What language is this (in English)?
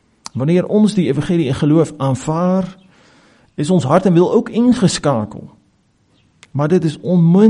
Afrikaans